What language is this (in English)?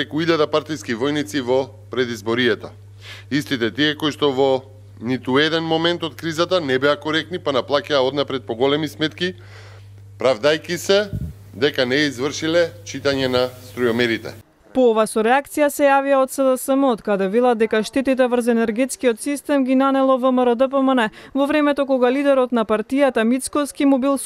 Macedonian